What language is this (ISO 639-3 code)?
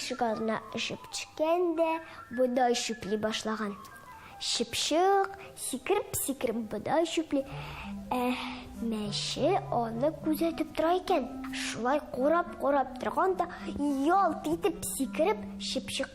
tat